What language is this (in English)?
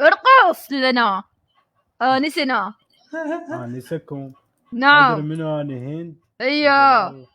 Mesopotamian Arabic